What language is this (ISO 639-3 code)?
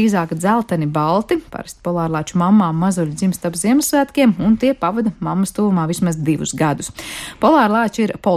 lav